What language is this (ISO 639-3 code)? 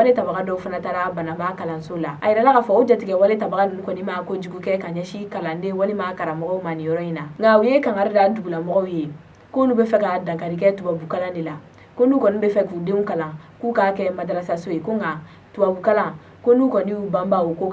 bam